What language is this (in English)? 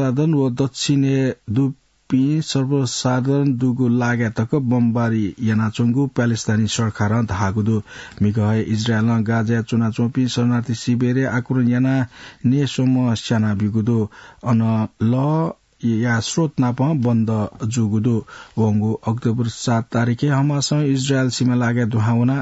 Newari